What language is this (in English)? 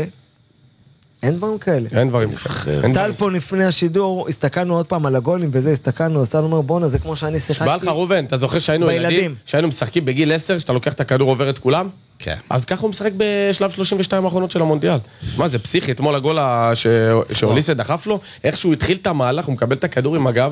Hebrew